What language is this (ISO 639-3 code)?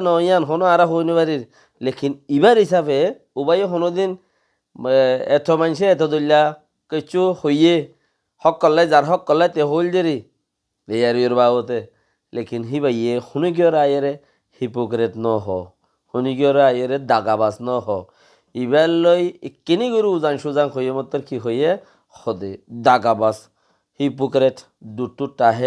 rhg